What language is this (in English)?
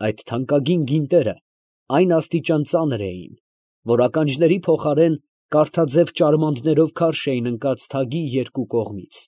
Armenian